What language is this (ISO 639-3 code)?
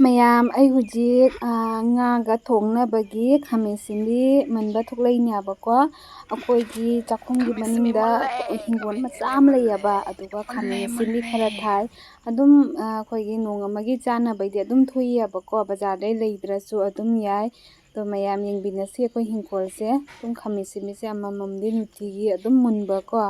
mni